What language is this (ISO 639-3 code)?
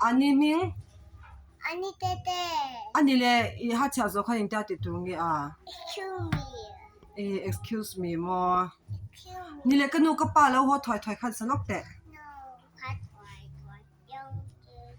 lus